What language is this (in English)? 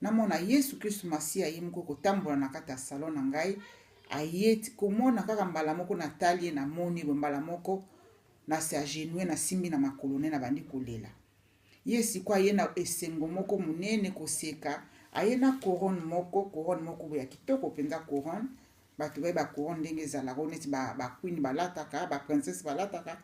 Lingala